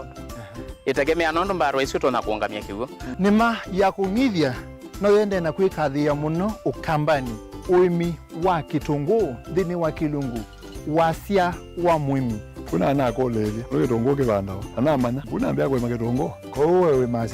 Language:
Kamba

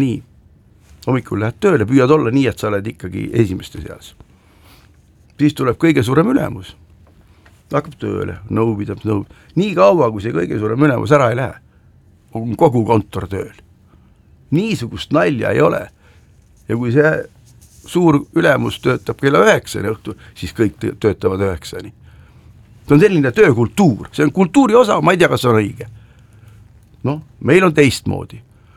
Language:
Estonian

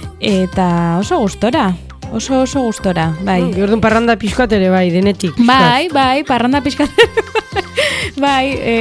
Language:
Basque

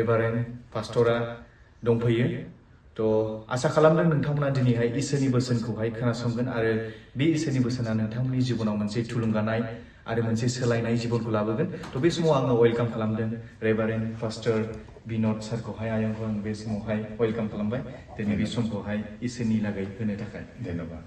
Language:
Bodo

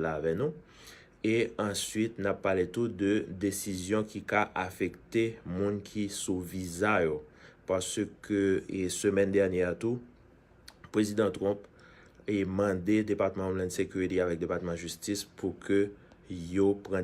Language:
Haitian Creole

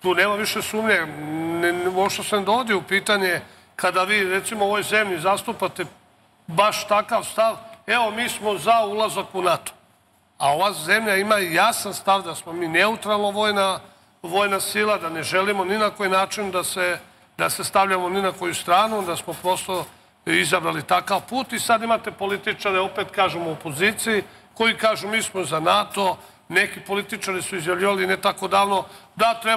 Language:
Serbian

